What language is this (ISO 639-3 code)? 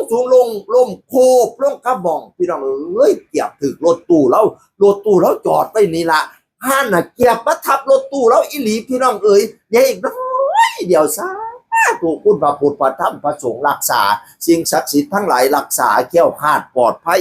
tts